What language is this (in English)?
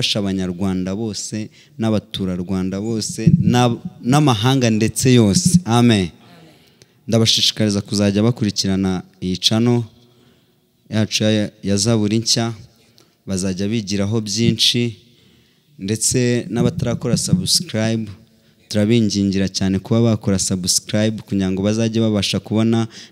Kinyarwanda